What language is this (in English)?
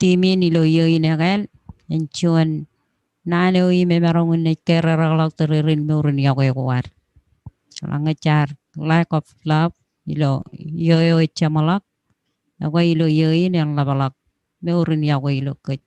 Marshallese